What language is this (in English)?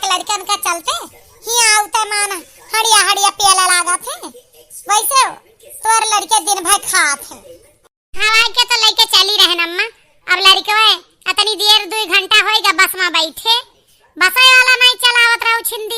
Awadhi